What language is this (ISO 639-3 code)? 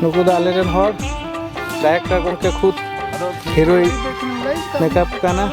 sat